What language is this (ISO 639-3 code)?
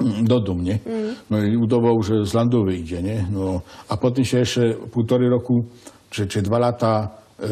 szl